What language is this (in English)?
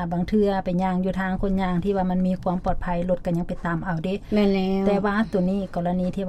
Lao